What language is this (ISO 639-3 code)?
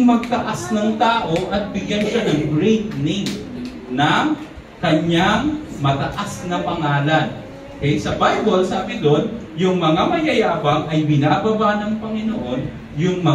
fil